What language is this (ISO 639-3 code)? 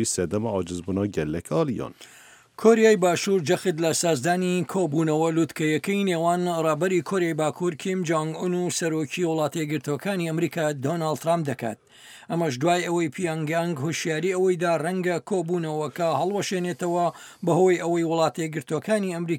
ckb